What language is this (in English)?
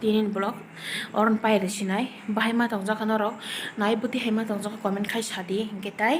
Kok Borok